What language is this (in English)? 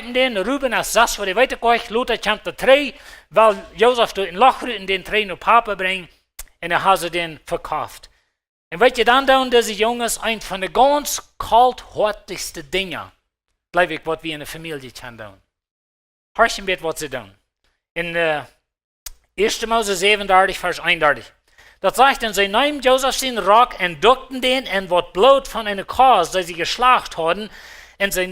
Plautdietsch